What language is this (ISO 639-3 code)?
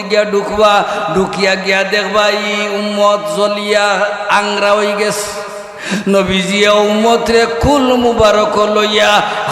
syl